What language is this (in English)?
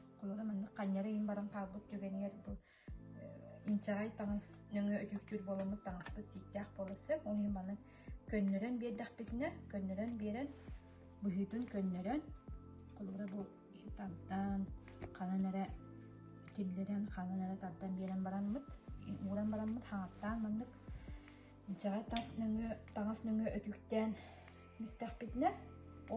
Yakut